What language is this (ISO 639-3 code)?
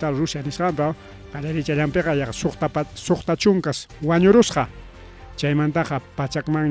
quy